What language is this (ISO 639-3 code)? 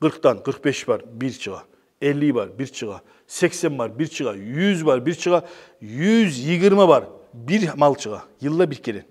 kum